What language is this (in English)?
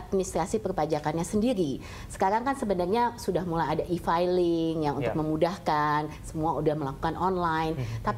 Indonesian